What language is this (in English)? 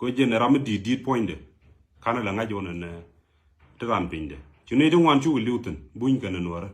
Nuer